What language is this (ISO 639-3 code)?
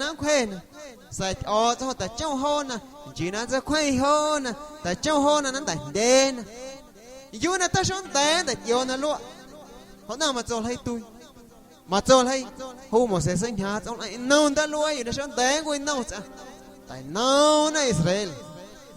amu